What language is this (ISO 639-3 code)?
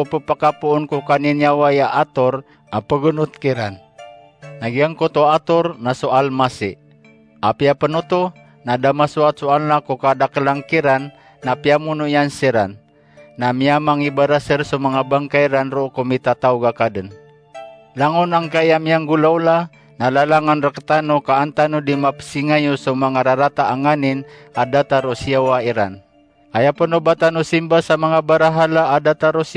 mrw